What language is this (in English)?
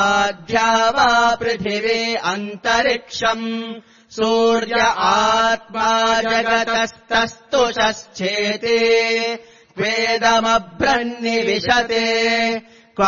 Sanskrit